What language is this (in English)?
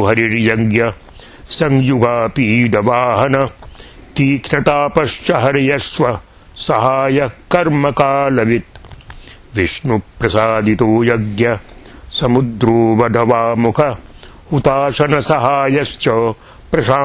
Sanskrit